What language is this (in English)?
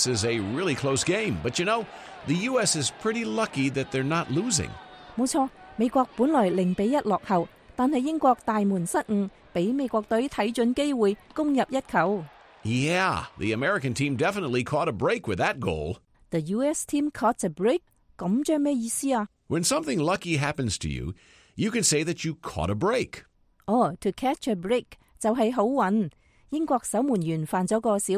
Cantonese